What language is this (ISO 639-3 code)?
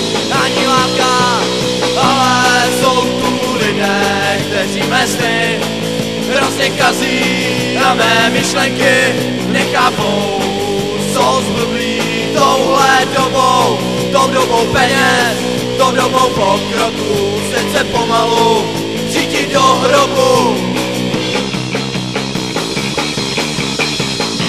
ces